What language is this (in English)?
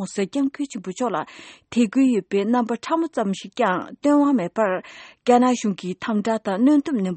Tibetan